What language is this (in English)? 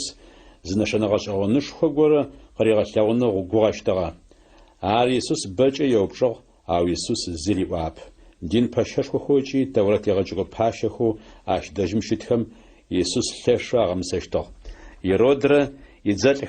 Adyghe